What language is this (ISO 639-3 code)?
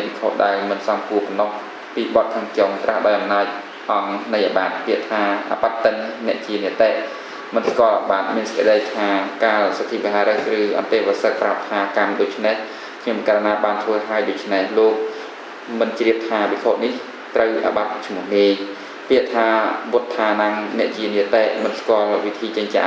khm